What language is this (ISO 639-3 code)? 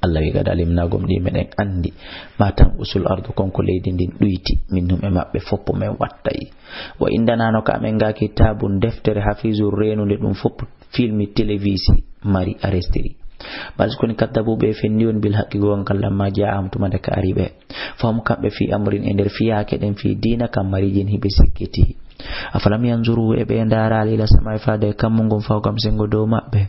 ful